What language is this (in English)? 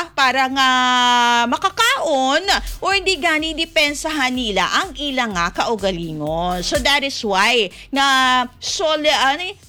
Hiligaynon